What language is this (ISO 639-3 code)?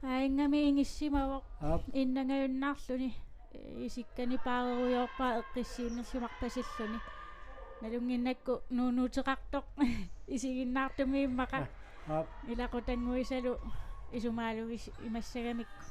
kal